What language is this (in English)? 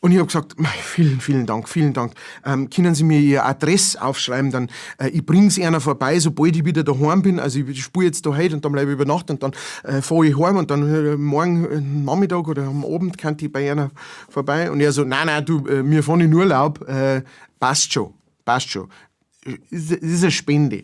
Bavarian